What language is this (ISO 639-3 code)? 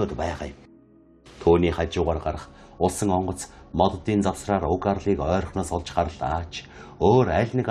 mon